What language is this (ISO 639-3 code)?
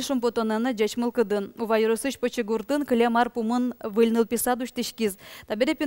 udm